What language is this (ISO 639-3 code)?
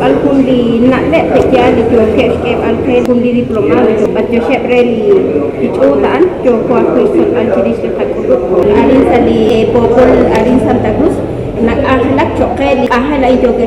poh